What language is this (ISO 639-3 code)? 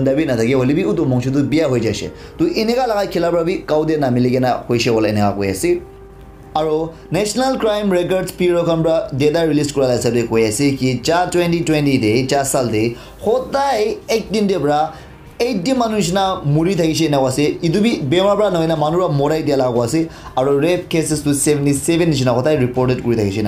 nag